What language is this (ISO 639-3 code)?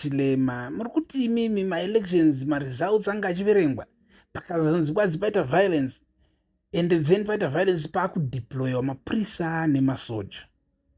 sna